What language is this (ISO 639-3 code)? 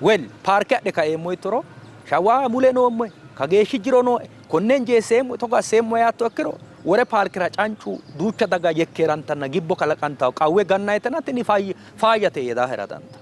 sid